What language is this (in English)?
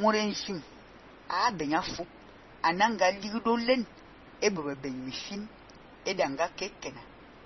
Fang